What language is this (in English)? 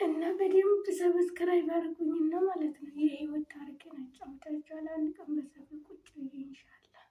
Amharic